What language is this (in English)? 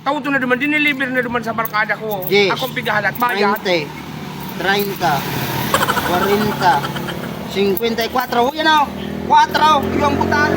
Bikol